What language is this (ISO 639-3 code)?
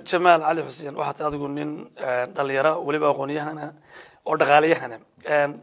som